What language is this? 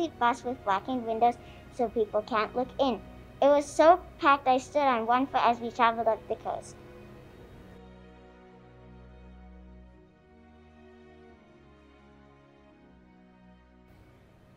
English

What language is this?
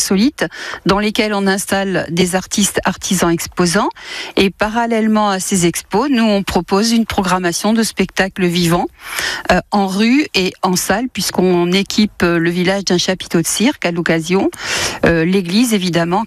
French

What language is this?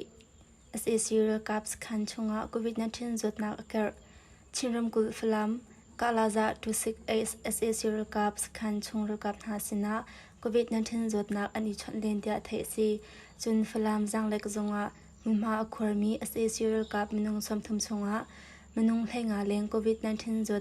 Hakha Chin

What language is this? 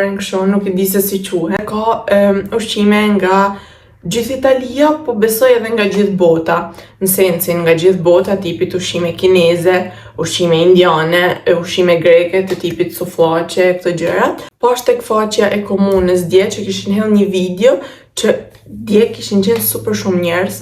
Albanian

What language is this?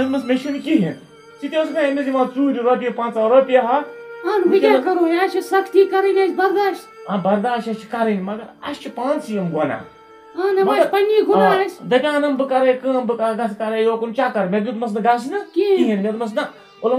Kashmiri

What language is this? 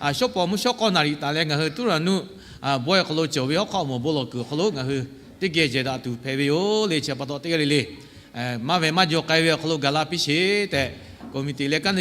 Lahu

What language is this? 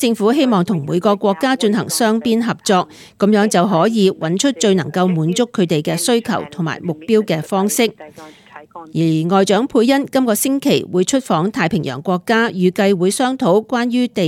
Cantonese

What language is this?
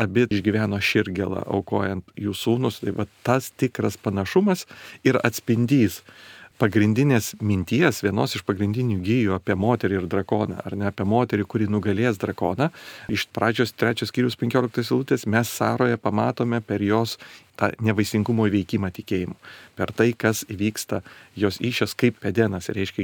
Lithuanian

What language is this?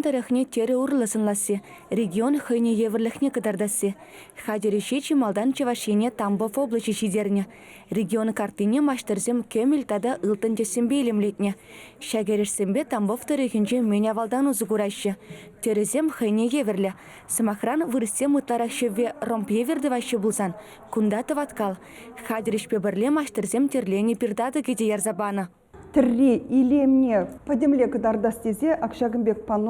Chuvash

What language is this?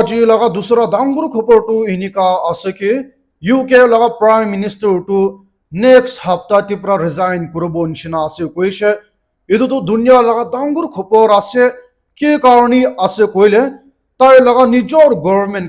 Naga Pidgin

